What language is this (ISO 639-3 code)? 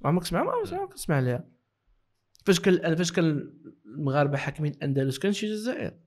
ary